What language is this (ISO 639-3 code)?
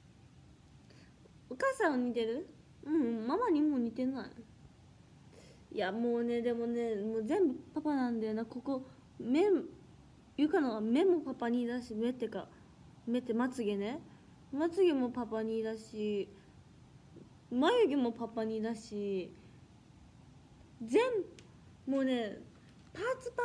jpn